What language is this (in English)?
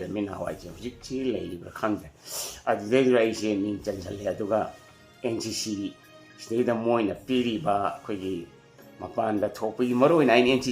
Manipuri